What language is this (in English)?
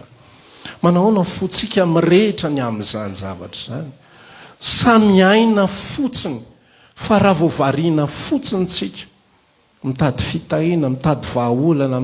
Malagasy